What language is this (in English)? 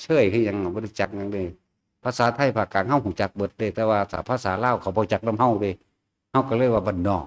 Northeastern Thai